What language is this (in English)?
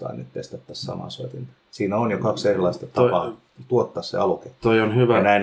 Finnish